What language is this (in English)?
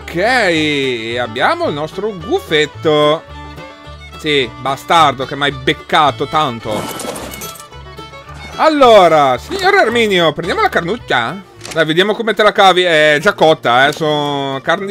Italian